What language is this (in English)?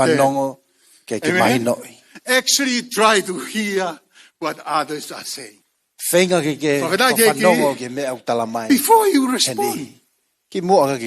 Tongan